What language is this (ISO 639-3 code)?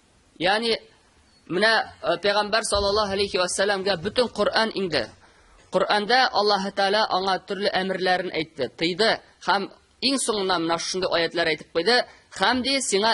tat